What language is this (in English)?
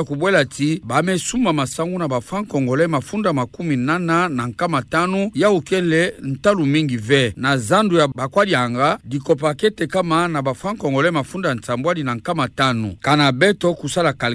Kituba (Democratic Republic of Congo)